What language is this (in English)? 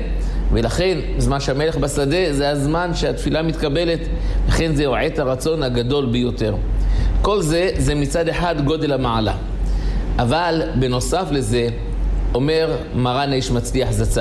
Hebrew